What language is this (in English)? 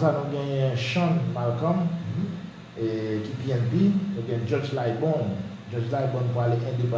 Haitian Creole